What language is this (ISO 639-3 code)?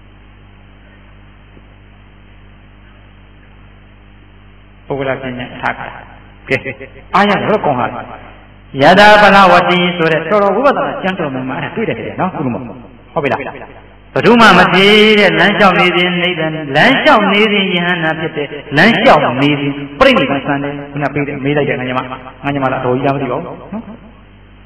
mya